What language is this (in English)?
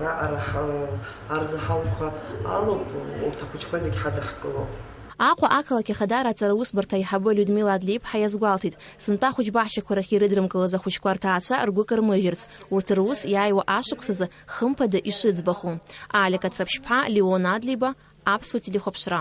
Abkhazian